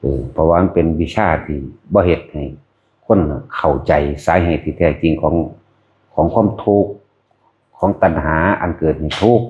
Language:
Northeastern Thai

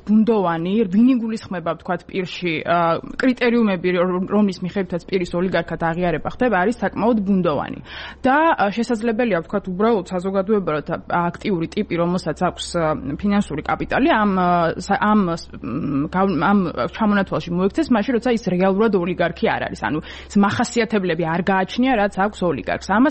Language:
Georgian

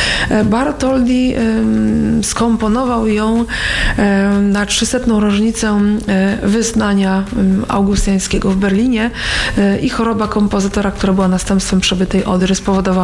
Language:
Polish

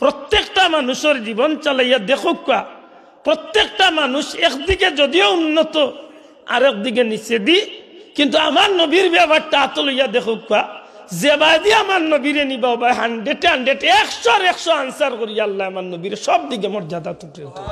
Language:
Sylheti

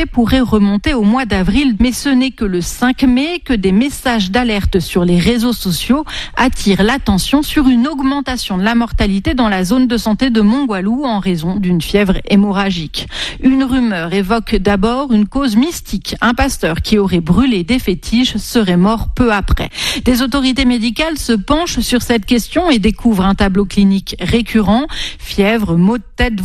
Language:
French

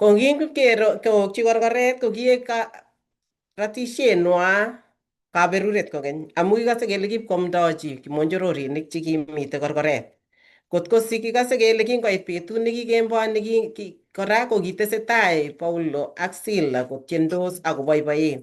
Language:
Kalenjin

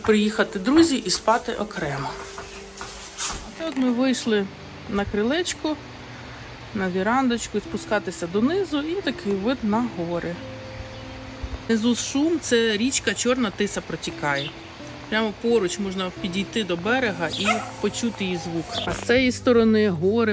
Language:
Ukrainian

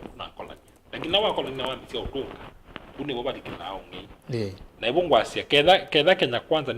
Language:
Kamba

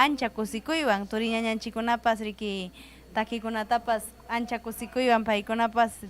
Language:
Ayacucho Quechua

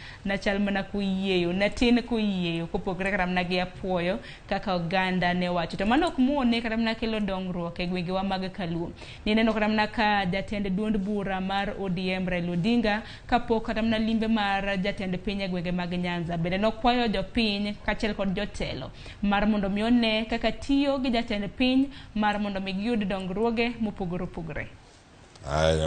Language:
Luo (Kenya and Tanzania)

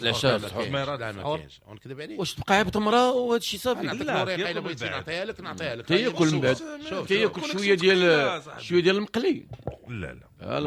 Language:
Moroccan Arabic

